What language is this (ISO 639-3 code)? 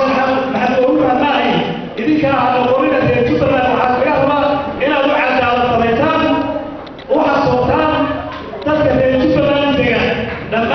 som